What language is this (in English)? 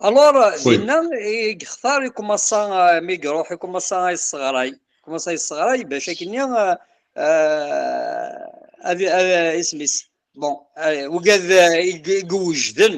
Kabyle